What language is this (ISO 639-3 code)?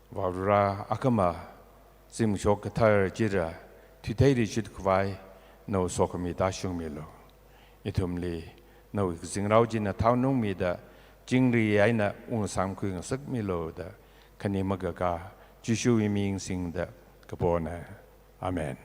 nmf